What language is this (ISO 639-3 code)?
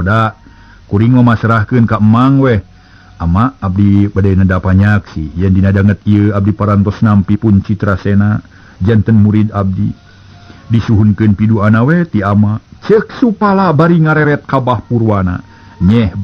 sun